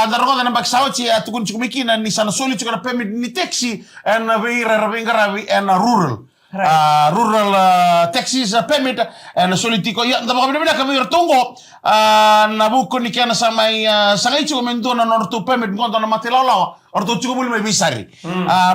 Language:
Fijian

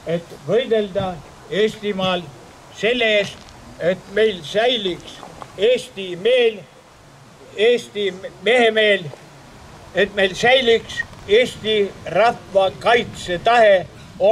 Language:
Estonian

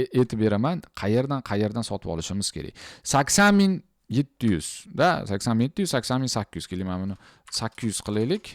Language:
Uzbek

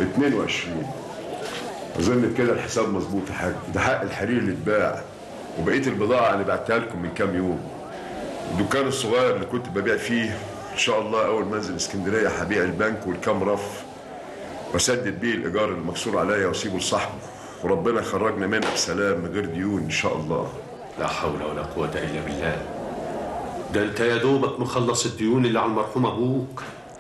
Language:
Egyptian Arabic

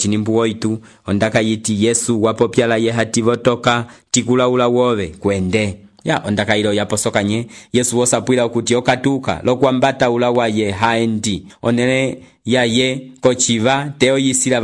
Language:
Umbundu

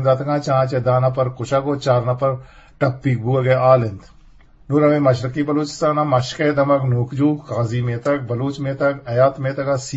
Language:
Eastern Balochi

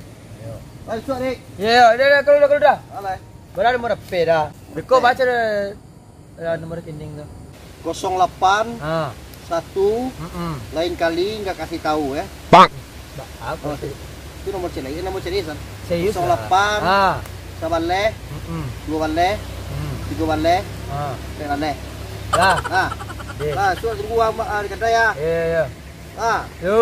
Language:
Minangkabau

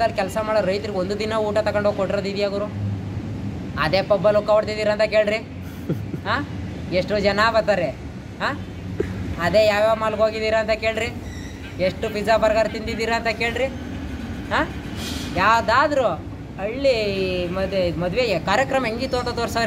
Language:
Kannada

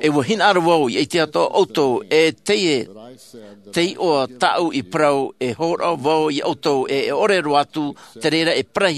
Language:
Tahitian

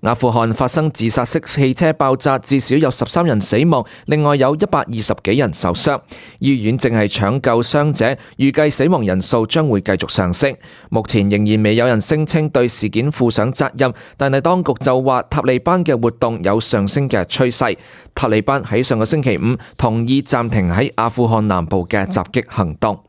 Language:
Cantonese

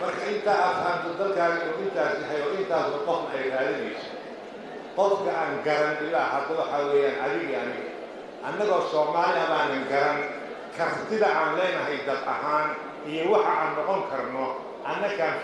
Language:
Somali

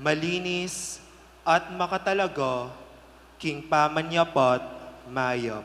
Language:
Pampanga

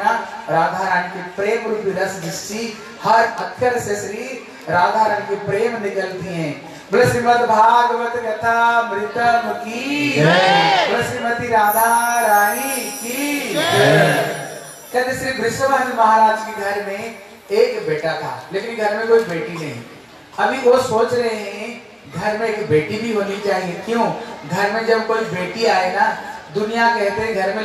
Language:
Hindi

